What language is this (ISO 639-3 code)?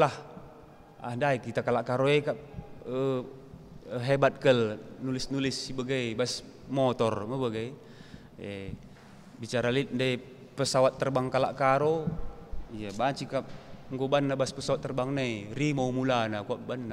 btx